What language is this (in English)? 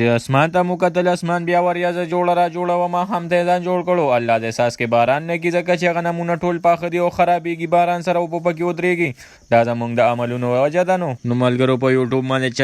Pashto